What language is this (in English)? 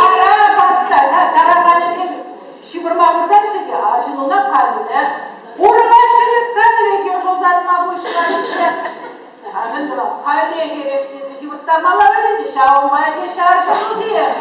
Chuvash